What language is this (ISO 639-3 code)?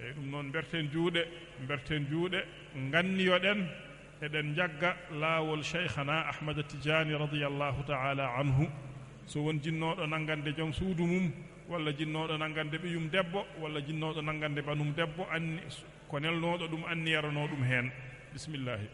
ful